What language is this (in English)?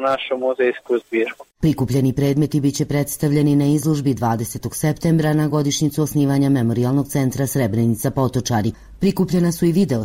Bosnian